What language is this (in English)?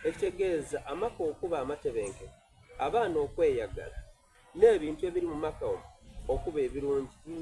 Soga